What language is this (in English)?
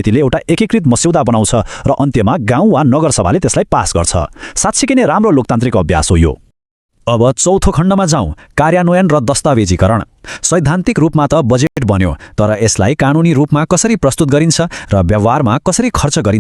Nepali